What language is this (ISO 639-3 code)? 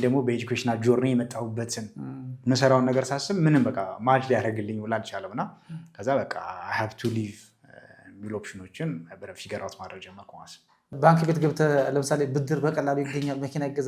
amh